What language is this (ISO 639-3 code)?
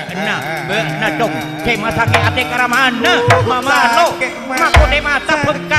mad